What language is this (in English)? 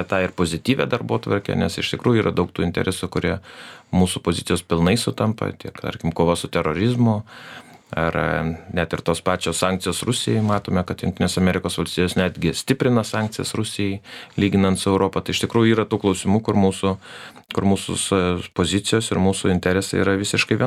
Lithuanian